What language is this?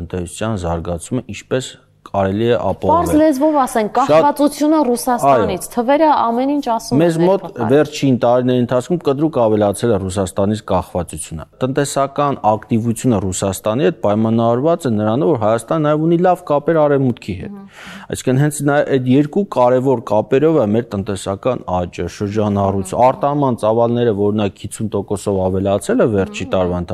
Armenian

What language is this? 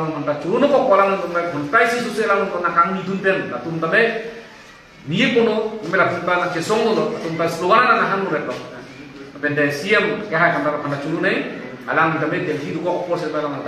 Karbi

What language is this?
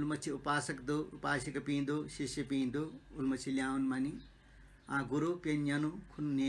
Newari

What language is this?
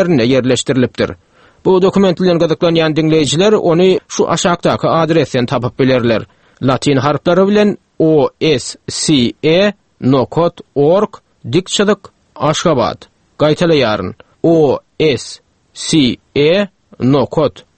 Turkmen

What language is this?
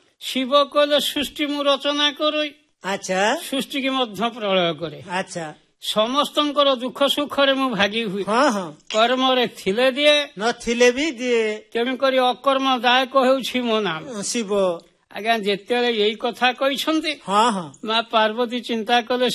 Odia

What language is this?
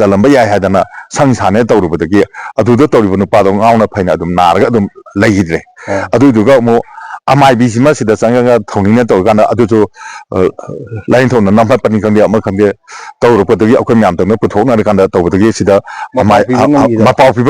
Manipuri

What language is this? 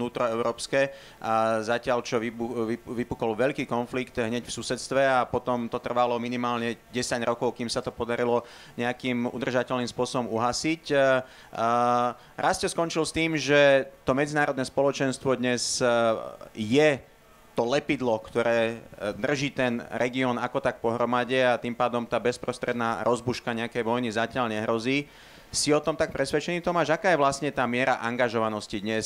Slovak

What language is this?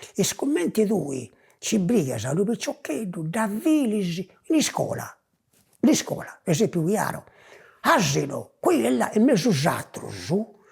Sardinian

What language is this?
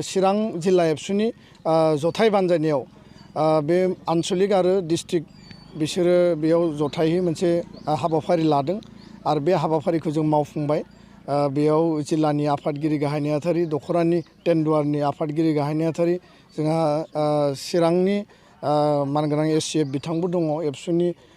Bodo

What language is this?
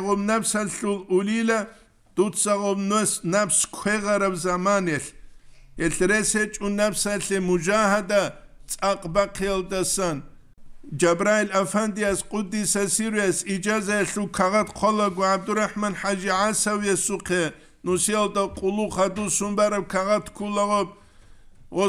Avaric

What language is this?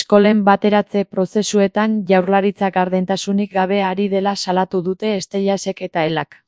Basque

